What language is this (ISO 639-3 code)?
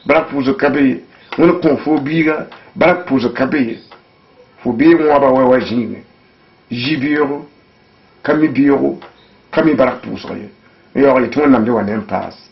mos